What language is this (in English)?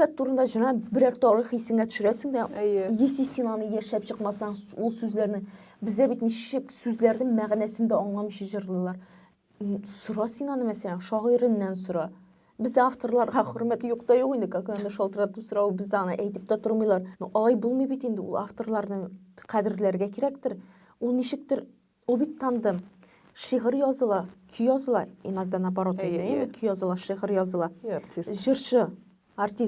Tatar